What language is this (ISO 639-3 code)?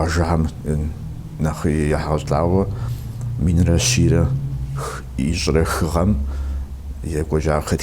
kbd